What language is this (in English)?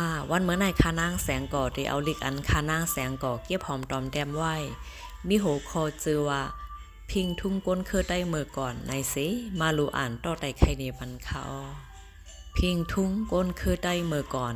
Shan